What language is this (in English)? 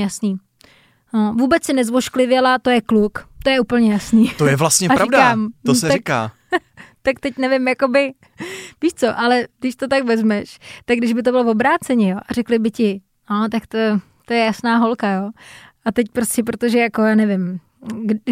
Czech